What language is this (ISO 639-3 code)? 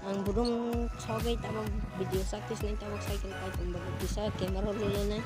trp